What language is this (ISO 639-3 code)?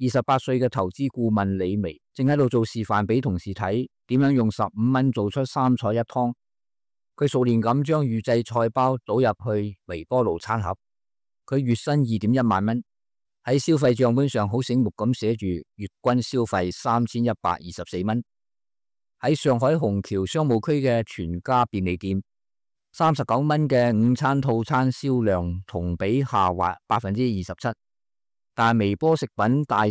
yue